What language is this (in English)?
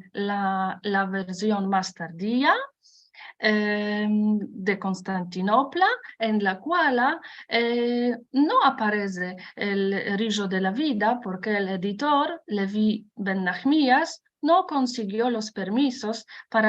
Ladino